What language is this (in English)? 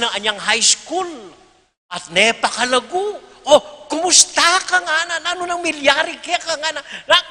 Pampanga